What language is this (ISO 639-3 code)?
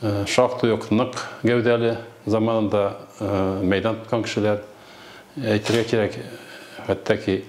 tat